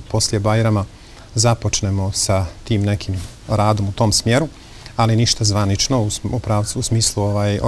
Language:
Bosnian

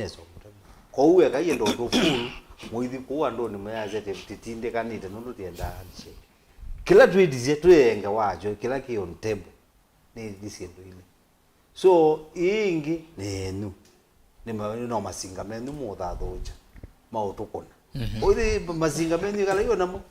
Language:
Kamba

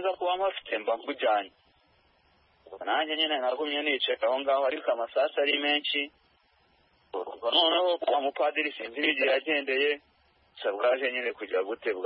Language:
Kinyarwanda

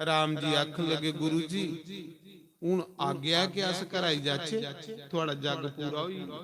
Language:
Dogri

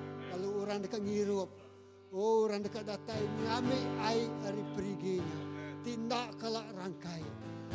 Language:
Iban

